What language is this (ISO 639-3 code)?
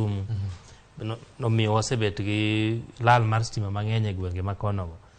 luo